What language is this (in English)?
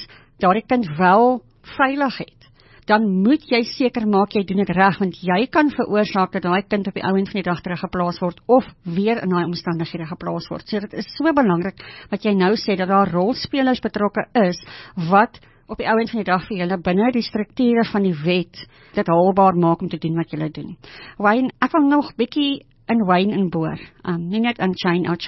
Afrikaans